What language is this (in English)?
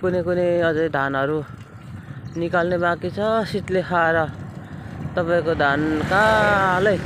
Nepali